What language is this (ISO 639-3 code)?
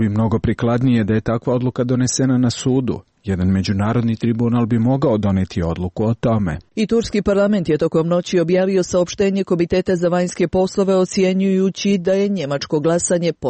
srp